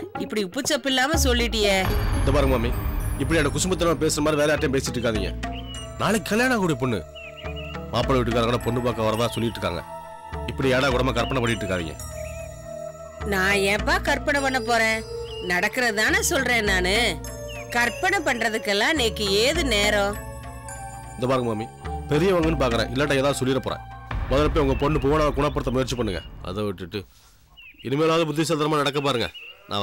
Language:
Tamil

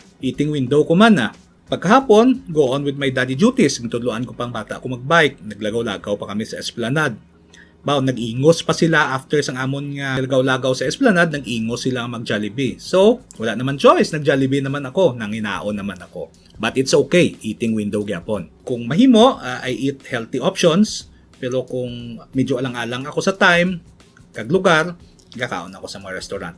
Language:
Hiligaynon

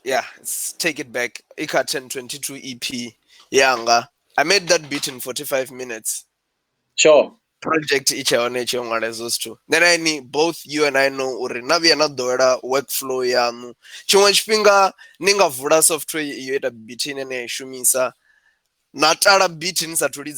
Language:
Venda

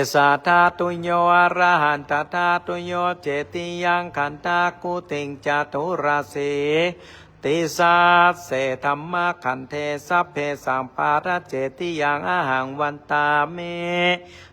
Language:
Pali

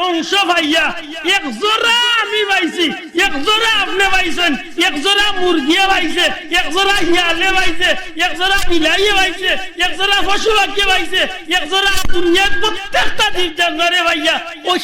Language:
Sylheti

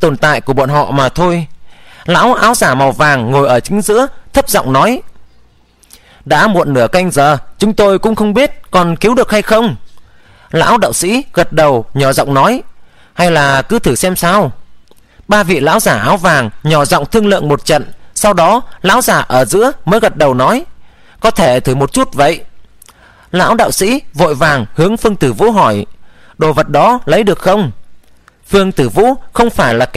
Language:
Vietnamese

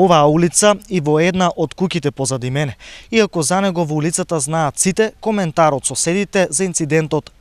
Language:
Macedonian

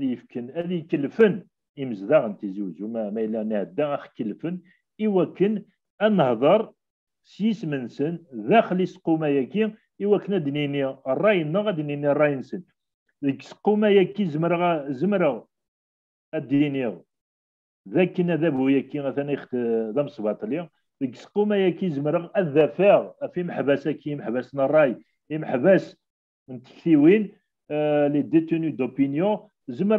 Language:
Kabyle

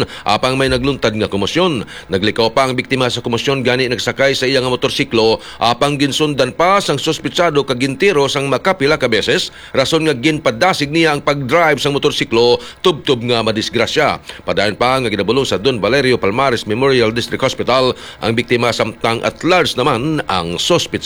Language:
Hiligaynon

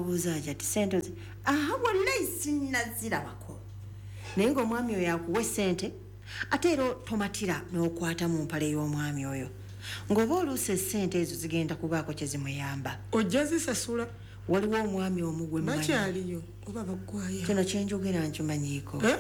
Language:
Ganda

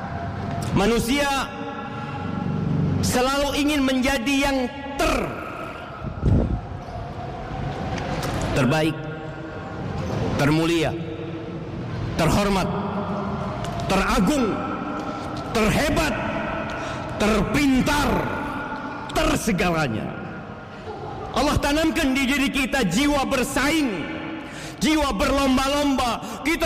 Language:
Indonesian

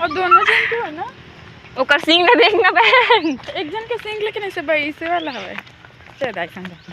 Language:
Chhattisgarhi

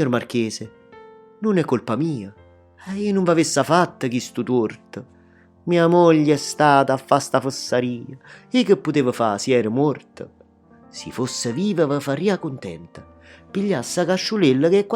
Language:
Neapolitan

